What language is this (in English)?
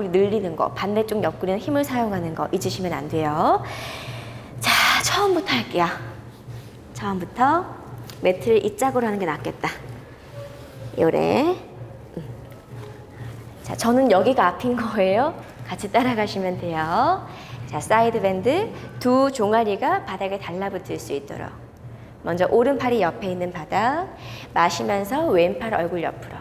Korean